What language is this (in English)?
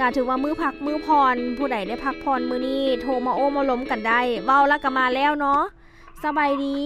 Lao